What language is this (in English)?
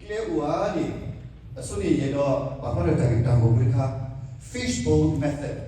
S'gaw Karen